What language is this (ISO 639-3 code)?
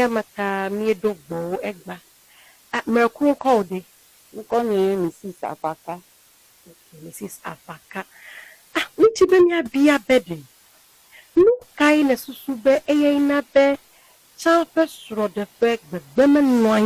ewe